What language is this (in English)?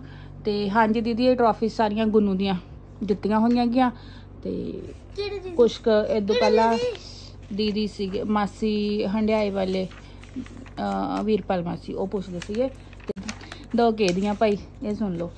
Punjabi